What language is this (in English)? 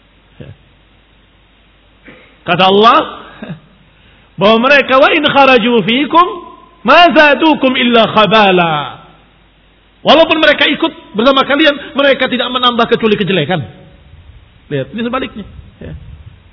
Indonesian